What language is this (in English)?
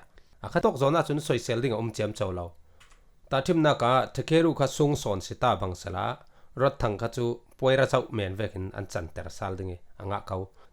Falam Chin